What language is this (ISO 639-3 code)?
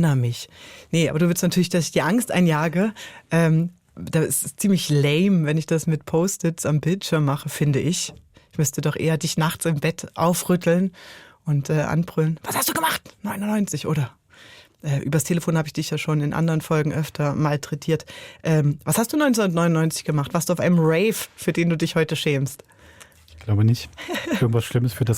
gsw